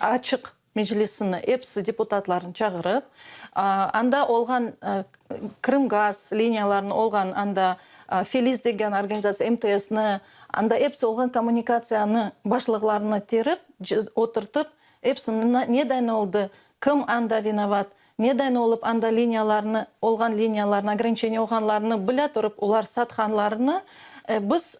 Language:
Crimean Tatar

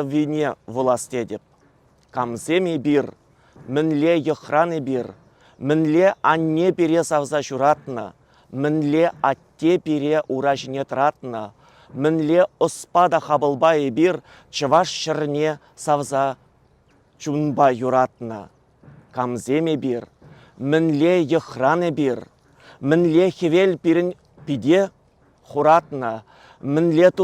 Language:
Chuvash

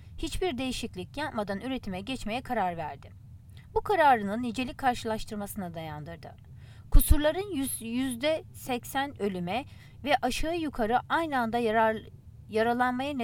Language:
Turkish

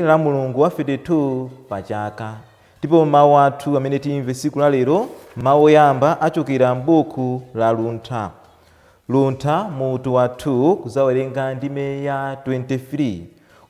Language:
Nyanja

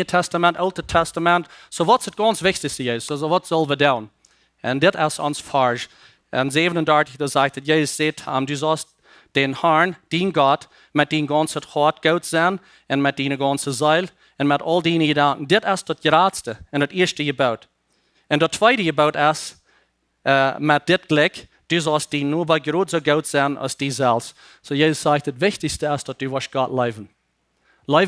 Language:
Plautdietsch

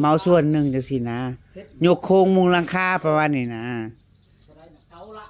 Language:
Northeastern Thai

